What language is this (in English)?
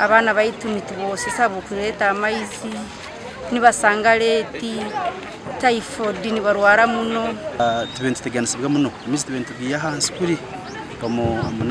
Nyankole